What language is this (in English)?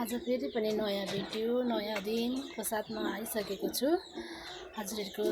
Nepali